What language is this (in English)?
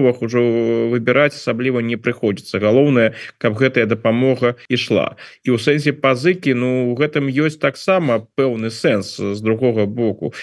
Belarusian